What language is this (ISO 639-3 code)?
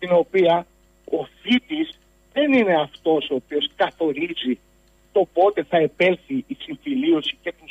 ell